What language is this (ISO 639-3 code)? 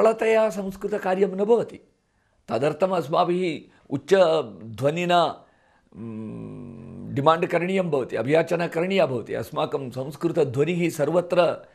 san